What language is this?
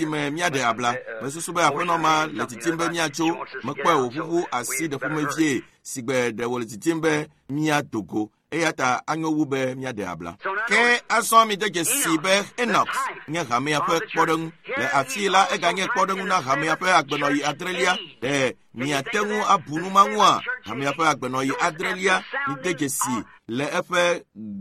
Ewe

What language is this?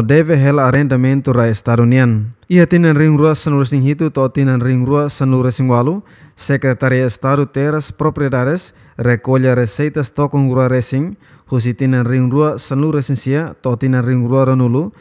Tetum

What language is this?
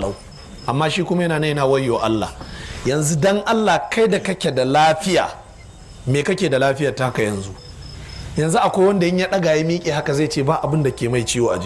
Hausa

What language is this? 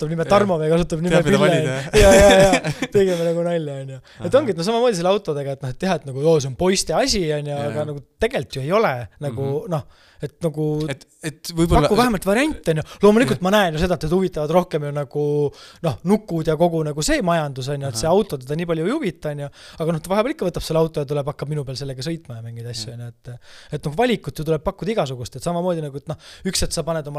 Estonian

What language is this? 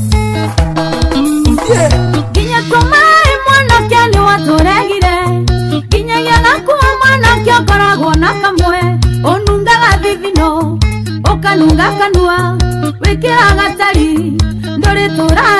Kikuyu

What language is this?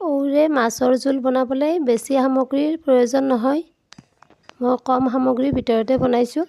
Assamese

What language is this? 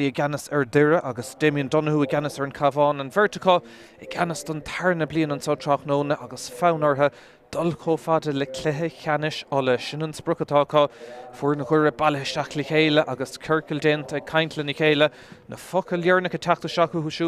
Irish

